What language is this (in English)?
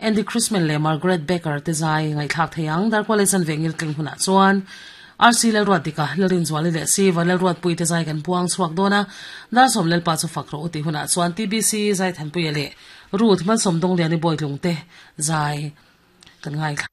Mizo